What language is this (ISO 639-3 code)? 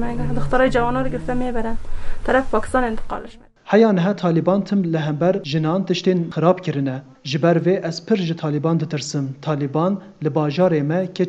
kur